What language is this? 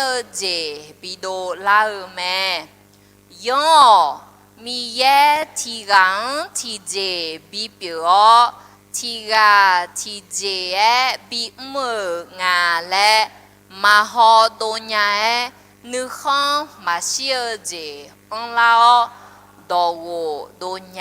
Akha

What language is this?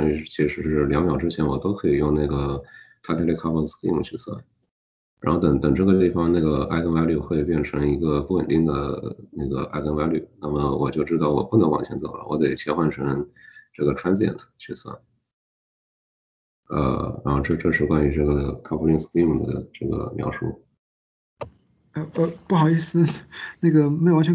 Chinese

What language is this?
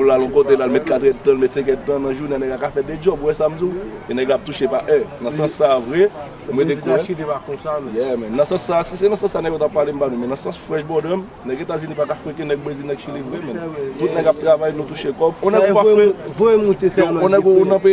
Haitian Creole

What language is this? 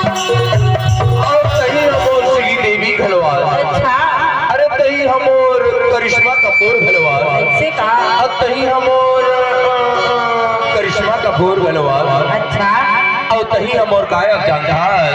Chhattisgarhi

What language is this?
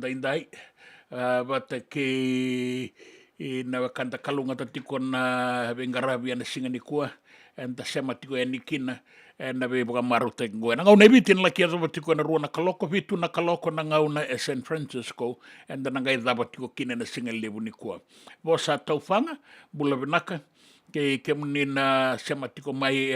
Fijian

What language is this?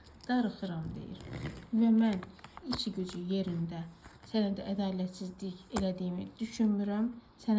Azerbaijani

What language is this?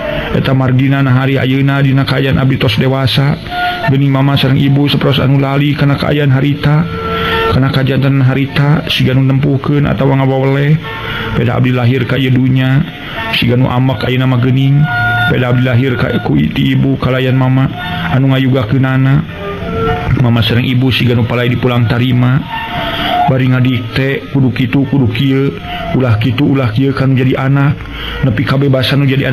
Sundanese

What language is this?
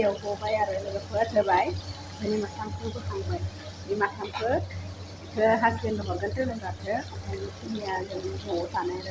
Bodo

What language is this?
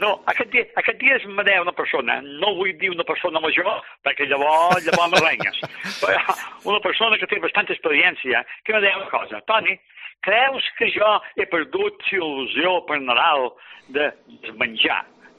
Catalan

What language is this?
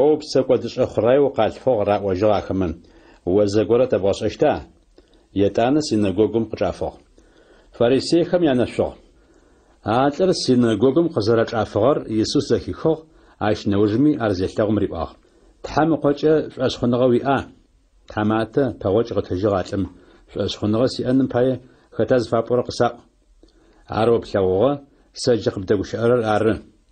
Adyghe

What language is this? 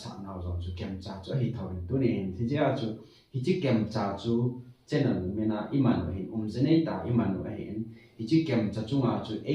Thado Chin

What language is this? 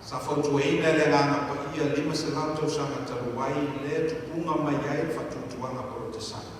Samoan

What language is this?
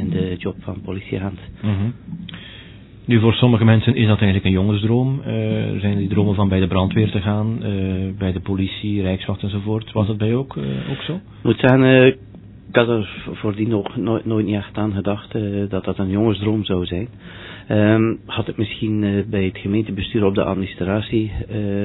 Dutch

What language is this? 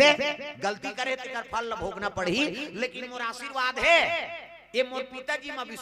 Chhattisgarhi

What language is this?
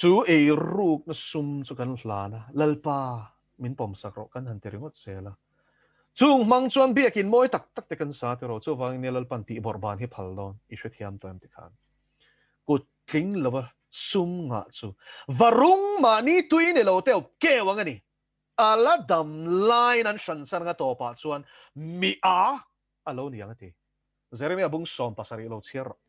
Mizo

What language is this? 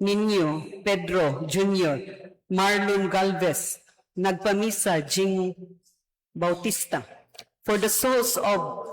Cebuano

